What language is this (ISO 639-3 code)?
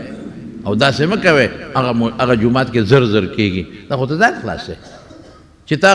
pus